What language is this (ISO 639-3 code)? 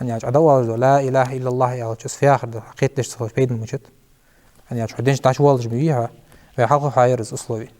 inh